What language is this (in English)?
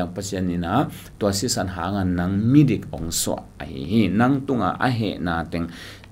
Tedim Chin